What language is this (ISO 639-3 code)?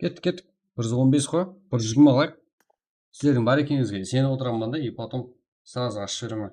kaa